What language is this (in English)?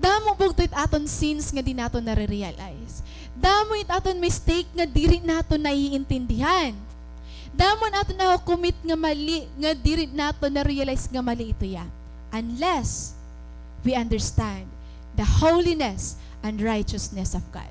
Waray